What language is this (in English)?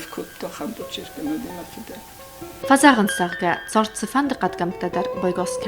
Ossetic